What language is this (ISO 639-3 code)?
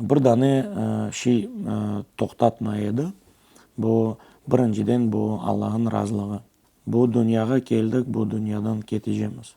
crh